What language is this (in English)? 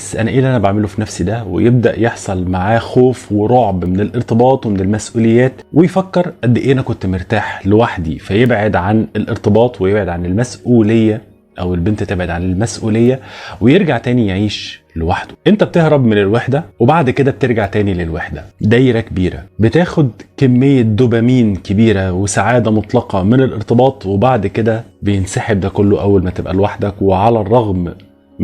Egyptian Arabic